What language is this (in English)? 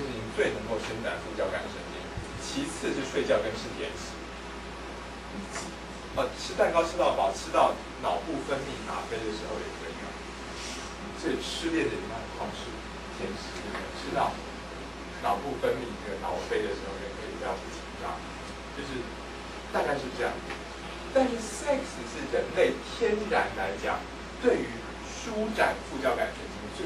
Chinese